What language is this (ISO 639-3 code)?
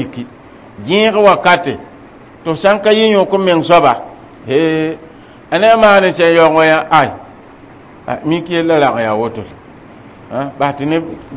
mos